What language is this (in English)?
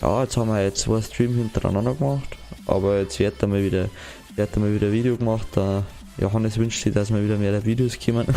Bavarian